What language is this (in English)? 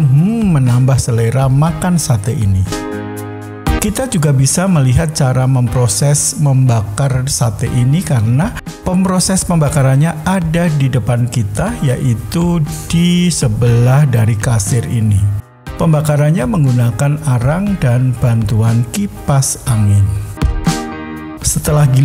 Indonesian